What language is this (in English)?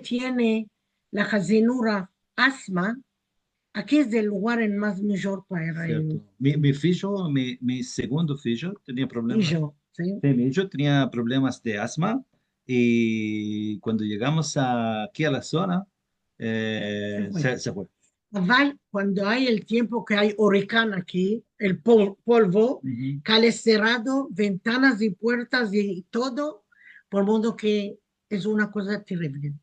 Ladino